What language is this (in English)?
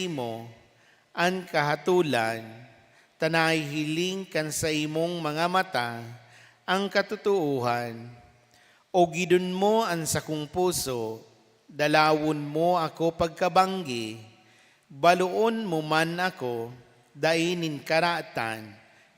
Bikol